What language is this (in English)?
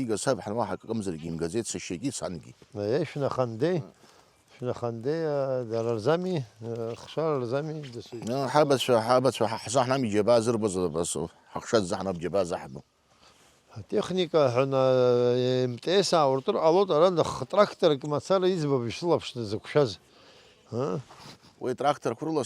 Abkhazian